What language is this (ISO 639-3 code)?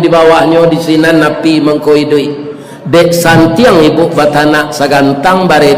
min